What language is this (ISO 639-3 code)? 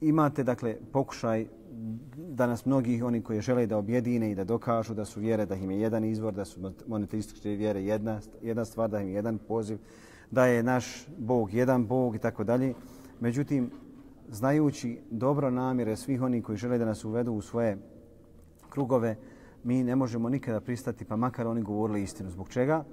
bos